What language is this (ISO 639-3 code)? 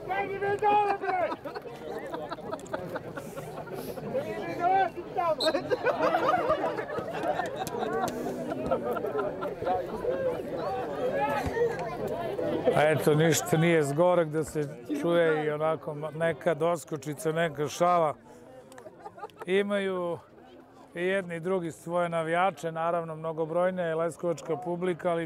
srp